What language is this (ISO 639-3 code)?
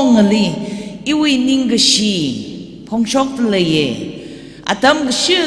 nmf